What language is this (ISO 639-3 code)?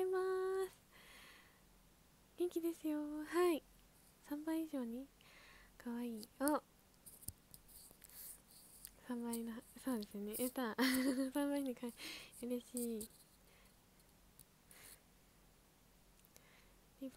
jpn